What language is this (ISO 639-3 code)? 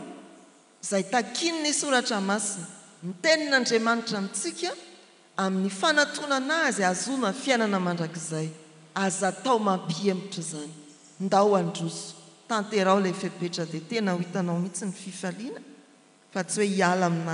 mlg